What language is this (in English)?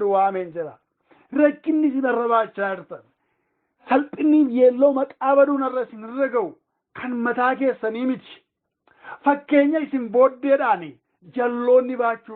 Oromo